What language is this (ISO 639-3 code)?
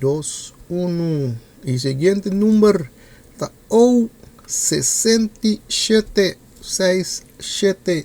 pap